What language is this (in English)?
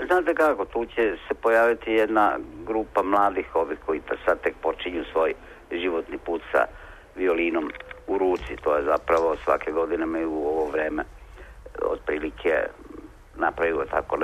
Serbian